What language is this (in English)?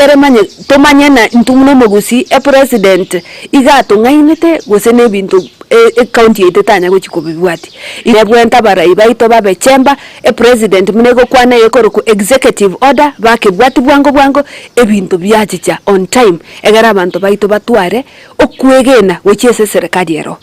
Gusii